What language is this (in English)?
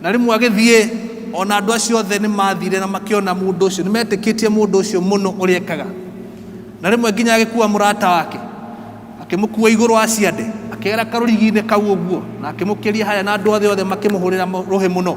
Kikuyu